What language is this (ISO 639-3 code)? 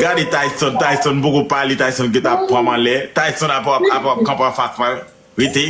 hat